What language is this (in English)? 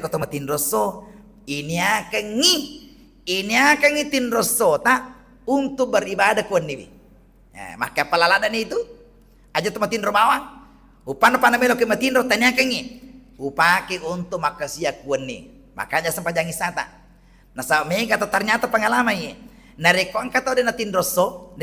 Buginese